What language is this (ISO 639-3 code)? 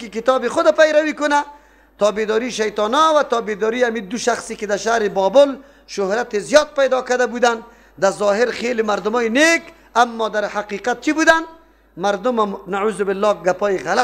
fas